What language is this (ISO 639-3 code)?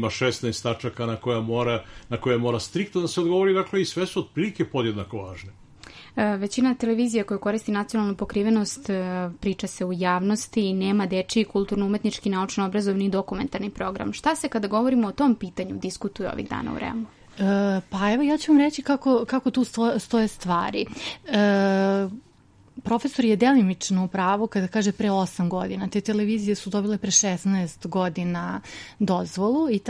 srp